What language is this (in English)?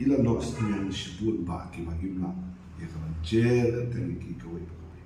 Khasi